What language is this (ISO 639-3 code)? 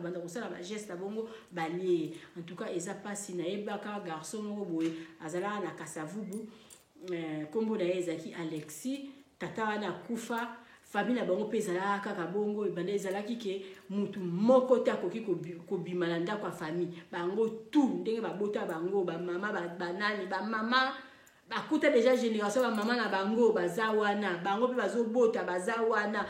lin